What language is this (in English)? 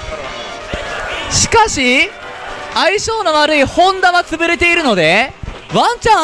Japanese